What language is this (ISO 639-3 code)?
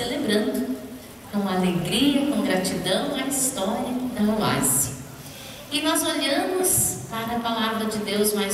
por